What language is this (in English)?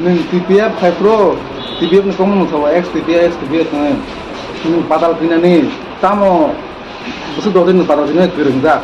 Kok Borok